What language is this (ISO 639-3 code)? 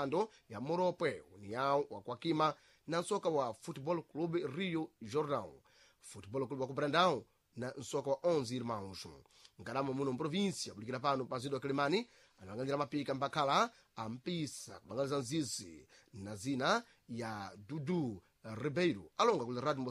seh